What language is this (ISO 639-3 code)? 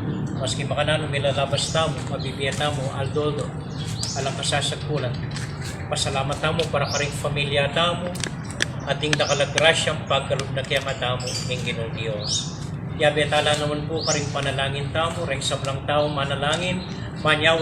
pam